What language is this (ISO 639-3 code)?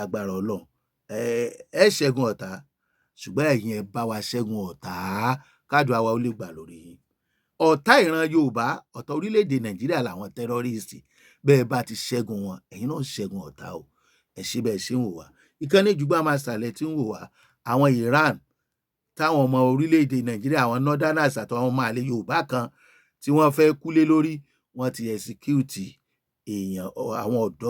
yor